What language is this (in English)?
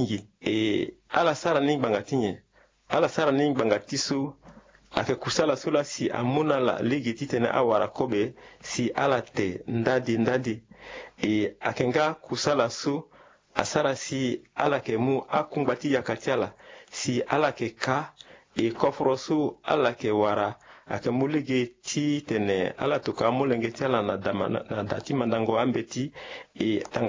Sango